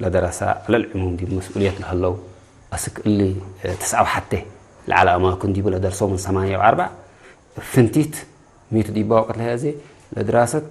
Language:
Tigre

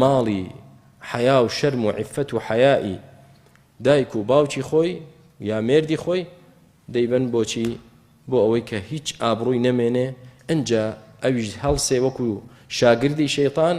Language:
Central Kurdish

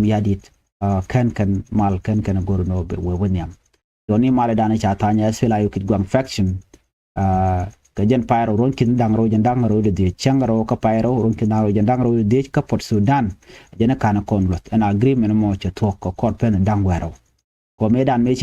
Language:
Nuer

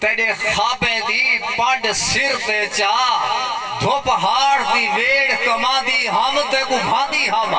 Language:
Saraiki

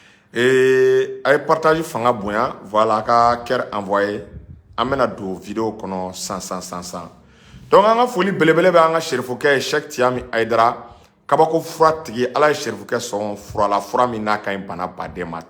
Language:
Bambara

